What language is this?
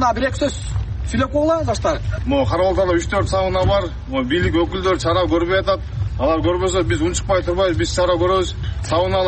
Kyrgyz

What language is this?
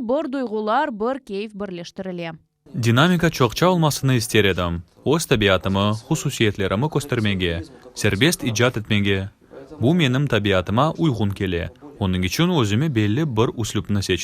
Crimean Tatar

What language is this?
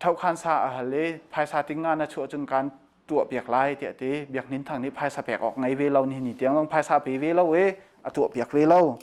Hakha Chin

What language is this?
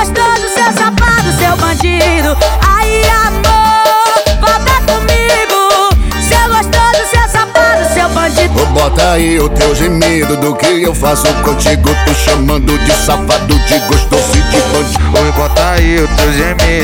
Portuguese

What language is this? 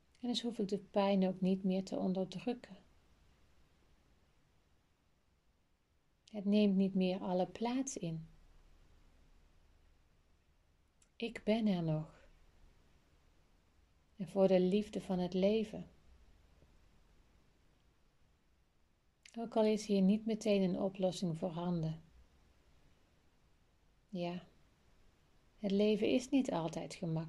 Dutch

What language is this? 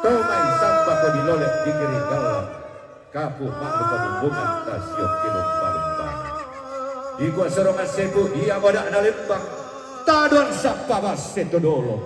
Toraja-Sa'dan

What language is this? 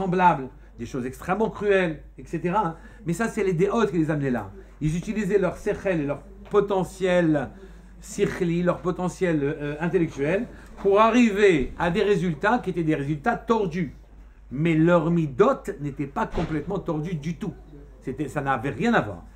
French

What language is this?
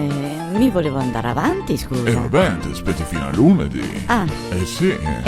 Venetian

